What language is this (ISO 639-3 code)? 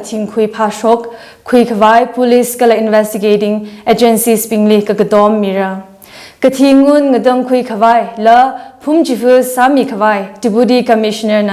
nmf